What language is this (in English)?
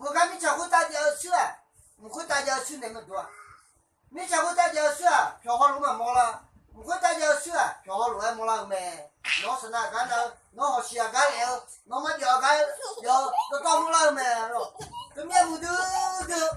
Akha